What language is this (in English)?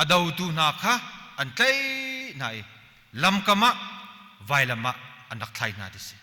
Hakha Chin